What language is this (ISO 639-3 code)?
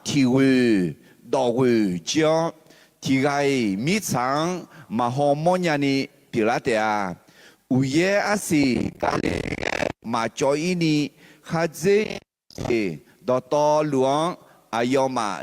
ahk